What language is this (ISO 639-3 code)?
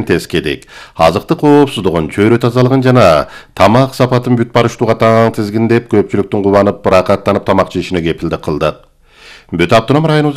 kir